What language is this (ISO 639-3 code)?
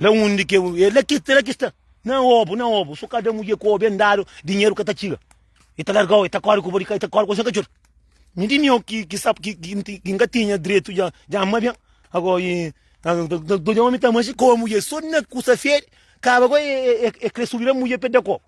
kea